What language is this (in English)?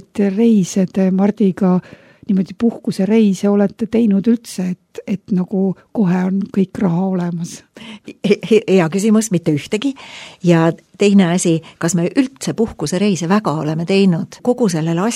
Estonian